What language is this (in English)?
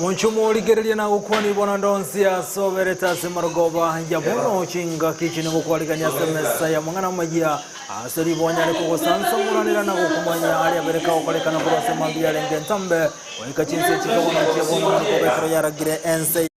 Gusii